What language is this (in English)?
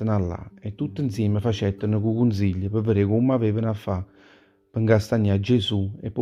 Neapolitan